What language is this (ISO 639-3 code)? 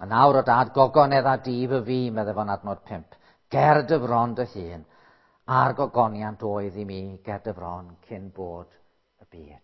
cym